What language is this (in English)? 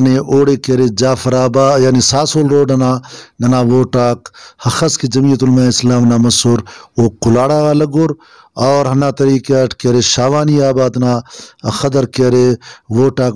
Brahui